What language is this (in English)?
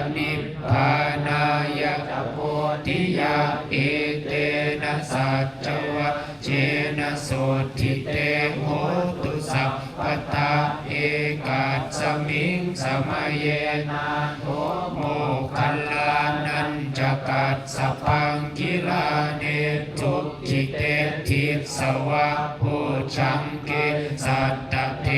Pali